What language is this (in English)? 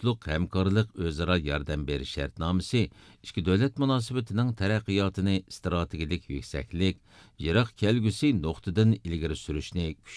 Uyghur